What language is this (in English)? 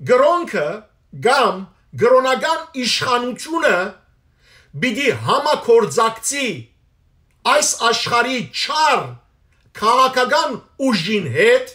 Western Armenian